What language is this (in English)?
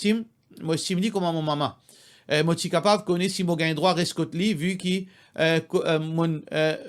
Morisyen